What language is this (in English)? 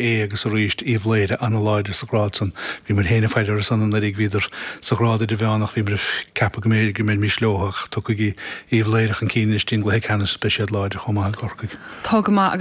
Irish